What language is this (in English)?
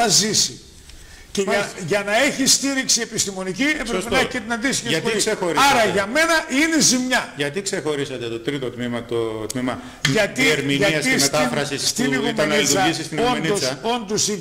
Greek